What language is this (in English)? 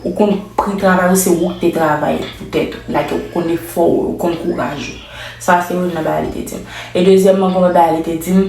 Haitian Creole